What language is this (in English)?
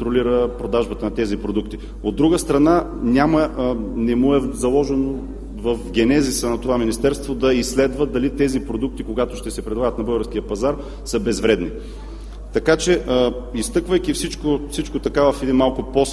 Bulgarian